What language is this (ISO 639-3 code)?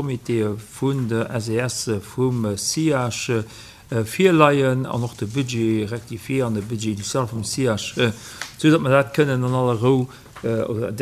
ltz